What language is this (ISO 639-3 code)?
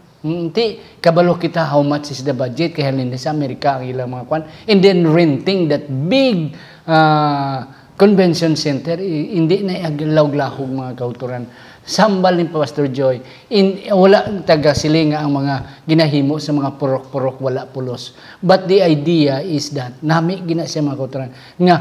hil